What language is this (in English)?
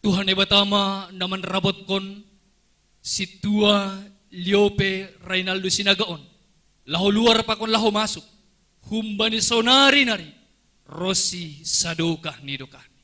Batak Simalungun